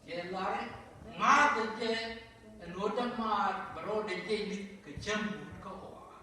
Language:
Nuer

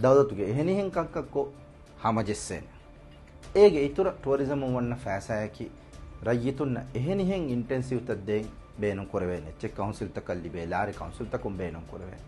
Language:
Divehi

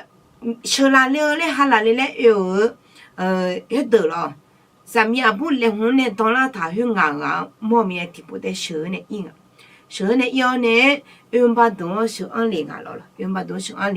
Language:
Akha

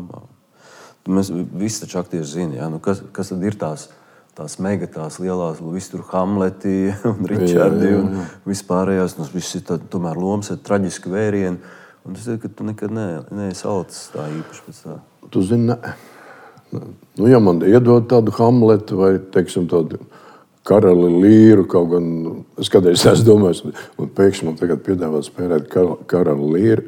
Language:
Latvian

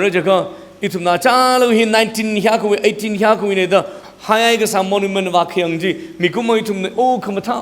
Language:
Tangkhul Naga (India)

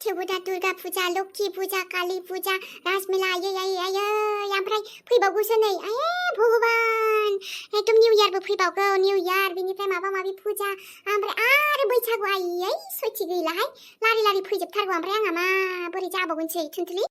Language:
Bodo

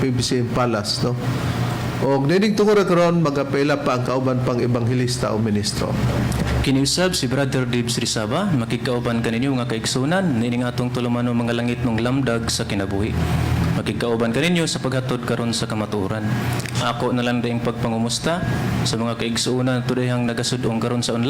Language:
Cebuano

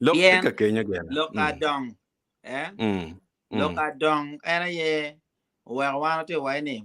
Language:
Acoli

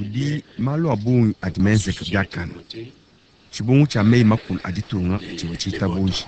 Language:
Luba-Lulua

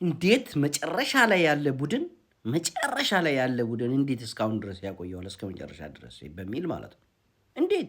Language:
Amharic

